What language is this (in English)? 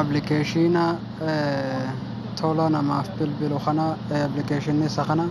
Oromo